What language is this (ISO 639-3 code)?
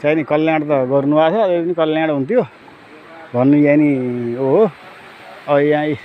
nep